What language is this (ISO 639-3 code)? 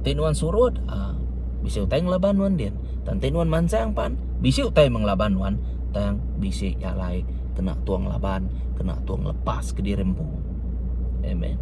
iba